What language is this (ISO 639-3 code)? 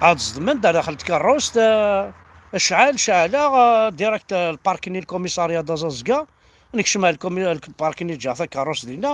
kab